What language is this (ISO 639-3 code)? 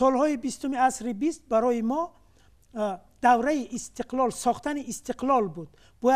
tgk